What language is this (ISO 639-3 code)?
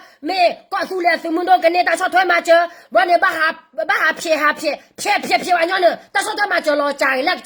ksw